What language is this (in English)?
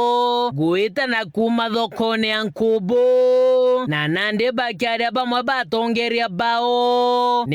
Meru